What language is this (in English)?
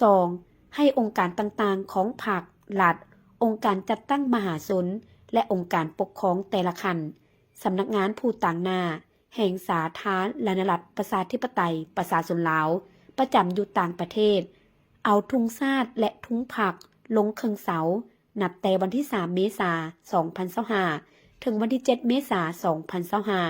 Lao